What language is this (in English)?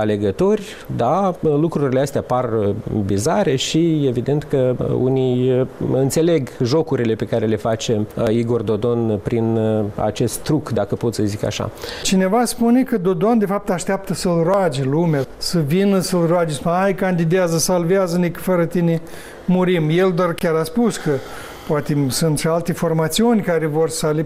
Romanian